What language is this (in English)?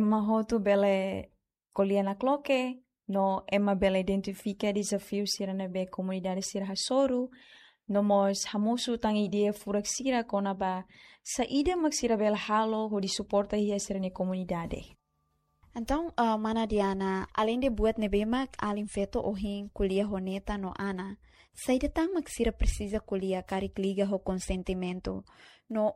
Tetum